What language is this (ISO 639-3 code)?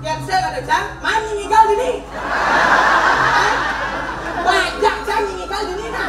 ban